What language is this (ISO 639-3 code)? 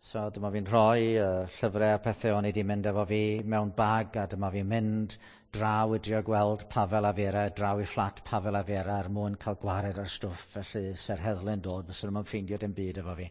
cym